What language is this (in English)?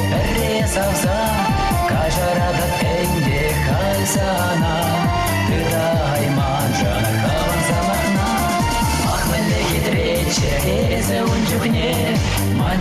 Chuvash